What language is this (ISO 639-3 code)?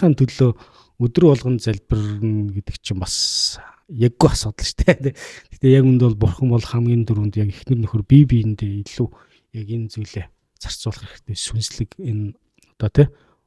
mon